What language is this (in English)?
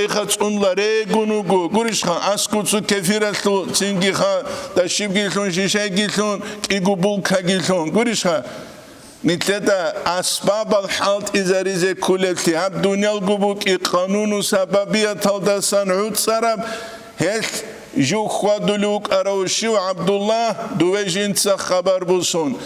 Avaric